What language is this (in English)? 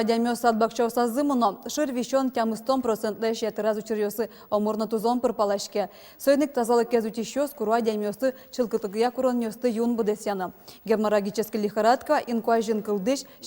Udmurt